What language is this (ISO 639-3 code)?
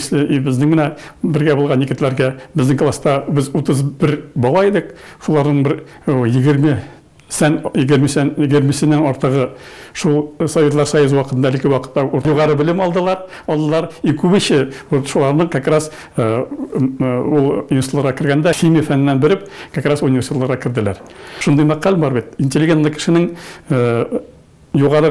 tat